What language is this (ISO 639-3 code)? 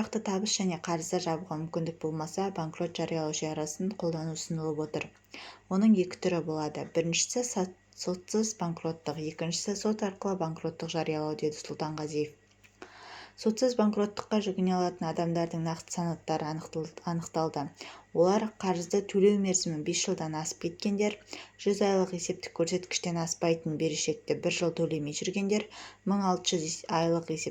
kaz